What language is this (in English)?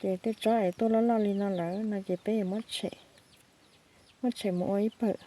Hmong